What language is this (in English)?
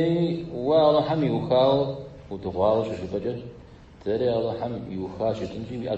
Kabardian